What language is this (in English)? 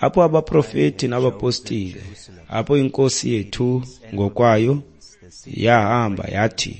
Xhosa